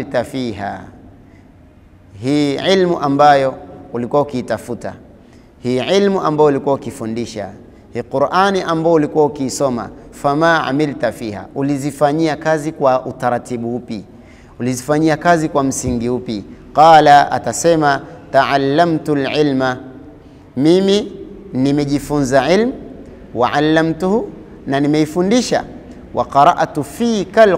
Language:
Swahili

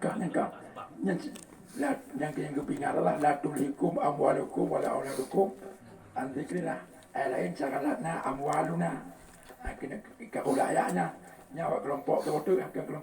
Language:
Achinese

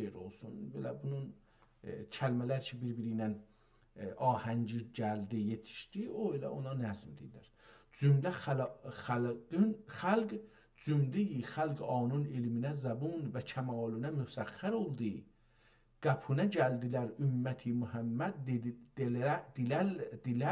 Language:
South Azerbaijani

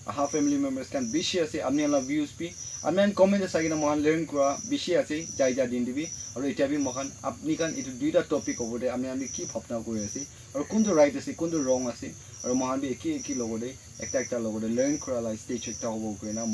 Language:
Naga Pidgin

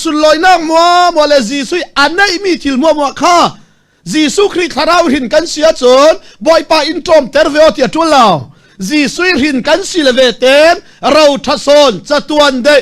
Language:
Falam Chin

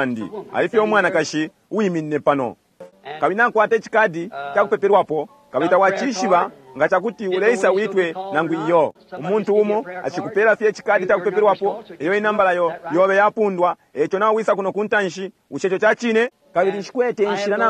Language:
Bemba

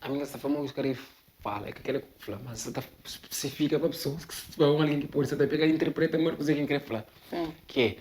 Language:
Kabuverdianu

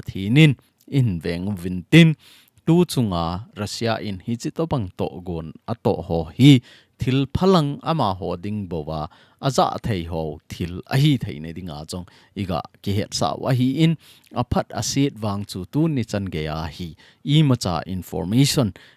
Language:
Thado Chin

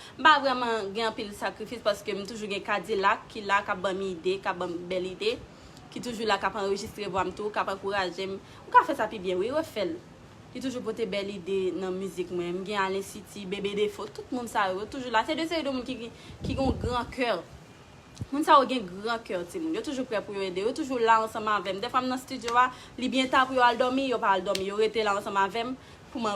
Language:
Haitian Creole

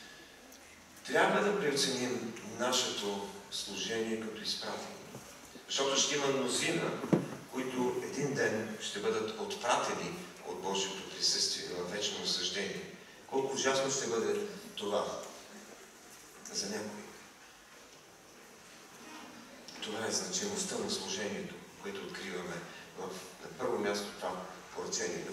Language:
Bulgarian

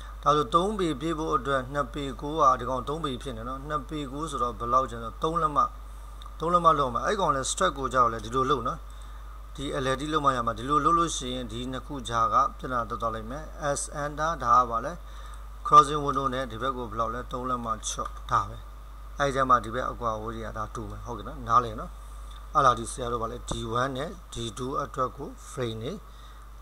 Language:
Burmese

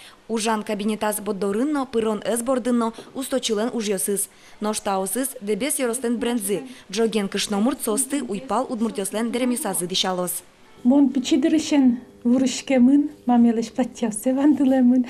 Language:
Udmurt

